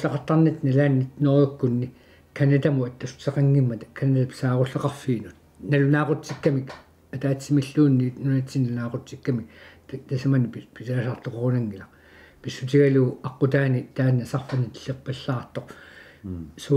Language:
Kalaallisut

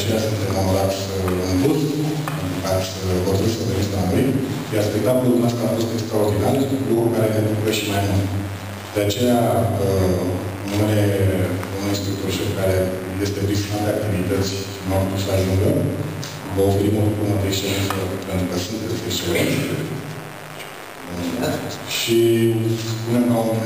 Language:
Romanian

